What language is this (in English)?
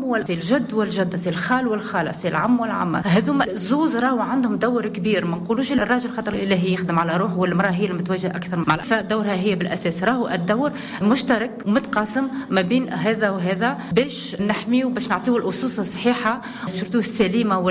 Tunisian Arabic